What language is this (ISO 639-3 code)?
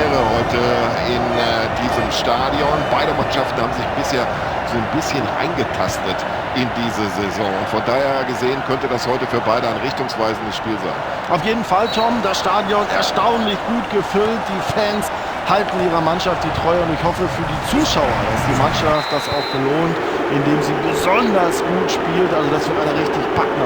bar